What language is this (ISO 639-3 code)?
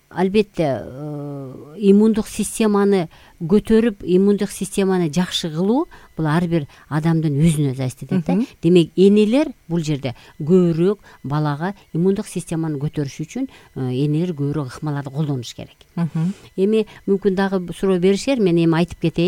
kir